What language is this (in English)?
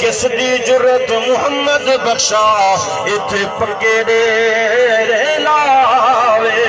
Saraiki